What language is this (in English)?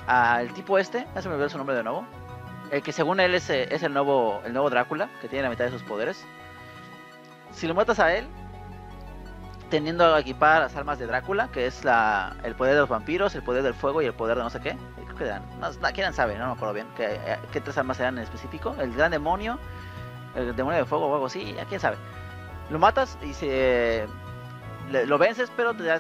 Spanish